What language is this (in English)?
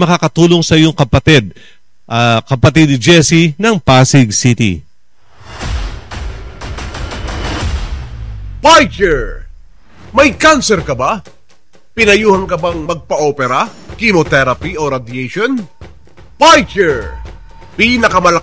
Filipino